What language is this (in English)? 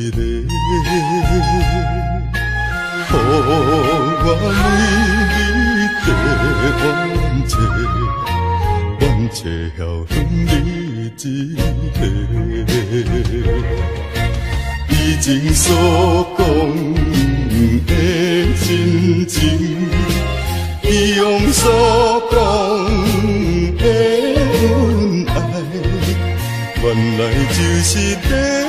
Min Nan Chinese